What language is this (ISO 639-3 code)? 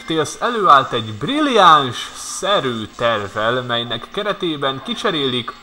hun